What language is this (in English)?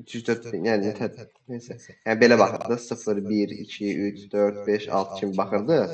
Azerbaijani